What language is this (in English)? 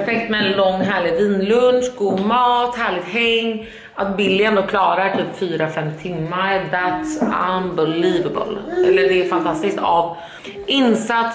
Swedish